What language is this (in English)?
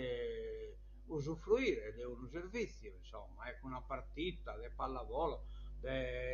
Sardinian